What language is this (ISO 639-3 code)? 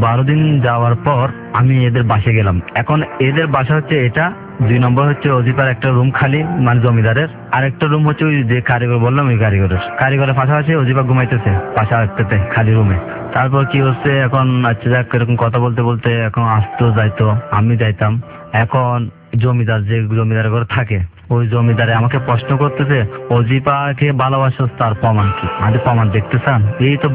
ben